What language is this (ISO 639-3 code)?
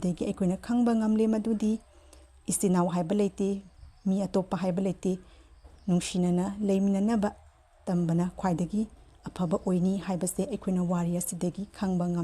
mni